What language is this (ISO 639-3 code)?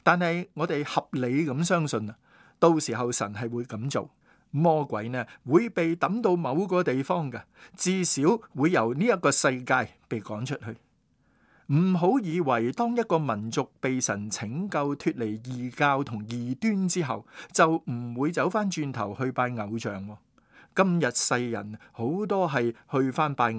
yue